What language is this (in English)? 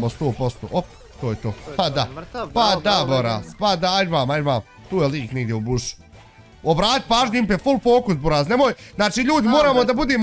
Bosnian